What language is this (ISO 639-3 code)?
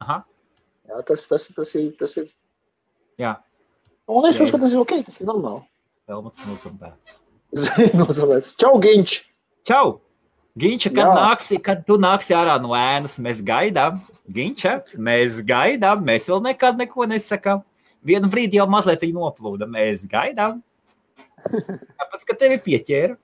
lav